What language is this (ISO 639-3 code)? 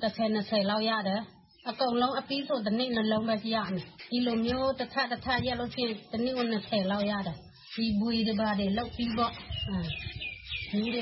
mya